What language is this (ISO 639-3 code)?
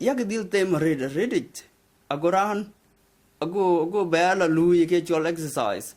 din